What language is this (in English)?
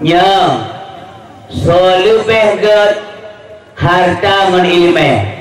Achinese